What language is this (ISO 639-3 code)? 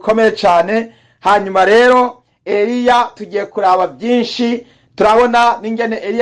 run